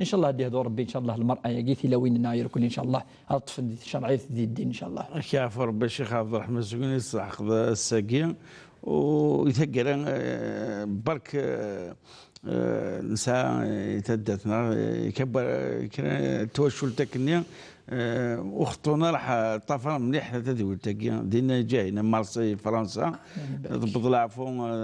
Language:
Kabyle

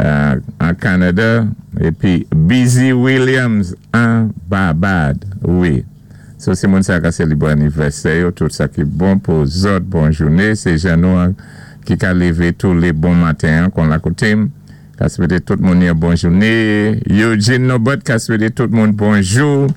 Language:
Saint Lucian Creole French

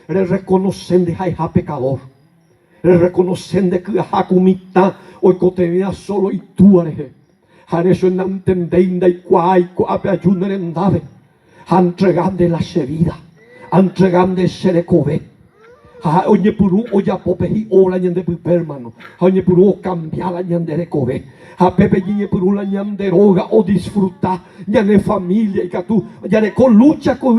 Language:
Guarani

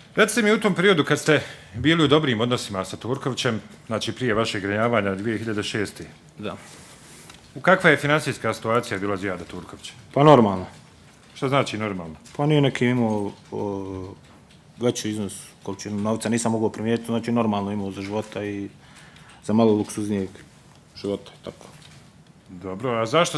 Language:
Bosnian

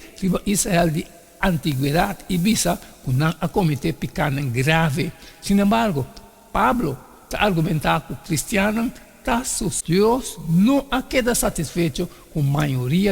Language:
Papiamento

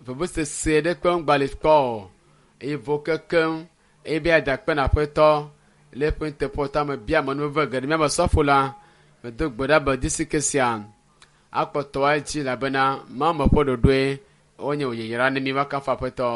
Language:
Ewe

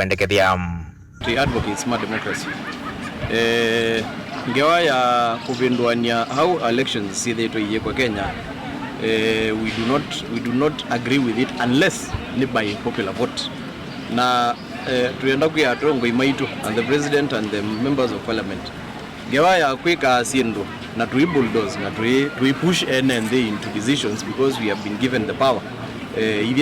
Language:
Kamba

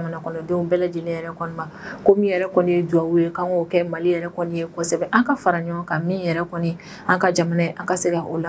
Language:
Bambara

